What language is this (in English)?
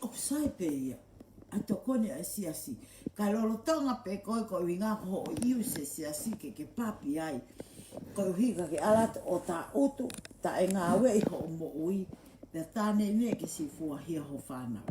Tongan